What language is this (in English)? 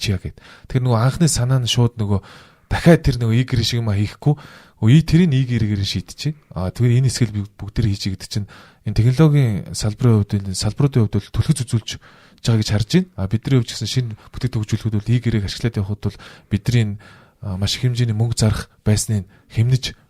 Mongolian